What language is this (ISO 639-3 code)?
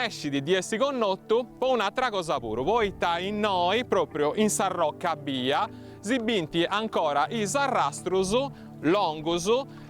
srd